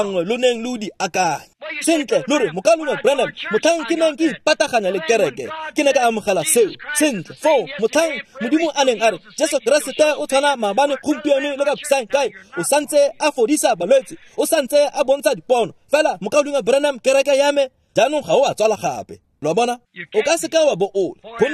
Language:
Tswana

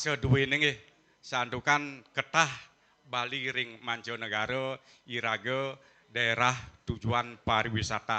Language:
Balinese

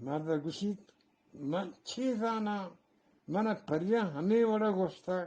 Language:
Eastern Balochi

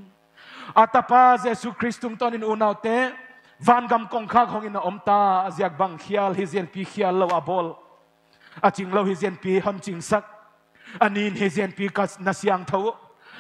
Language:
Paite Chin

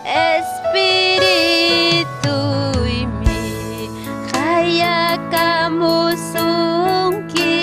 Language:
Ayacucho Quechua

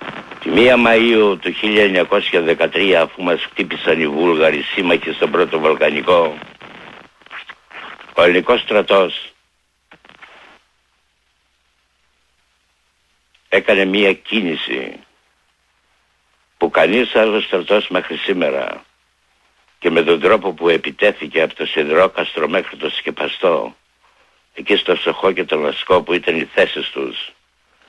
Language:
Greek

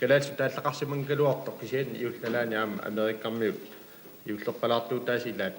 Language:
Kalaallisut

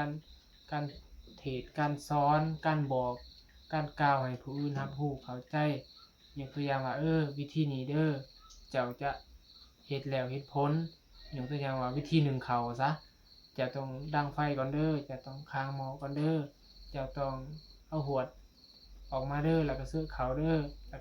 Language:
Northeastern Thai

